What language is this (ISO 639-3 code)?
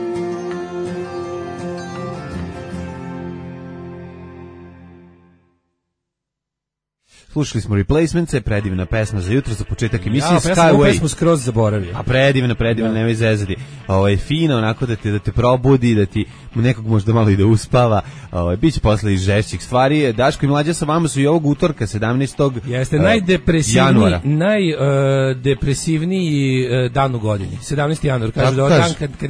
srp